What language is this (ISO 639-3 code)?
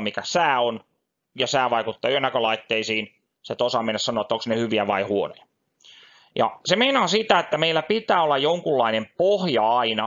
fin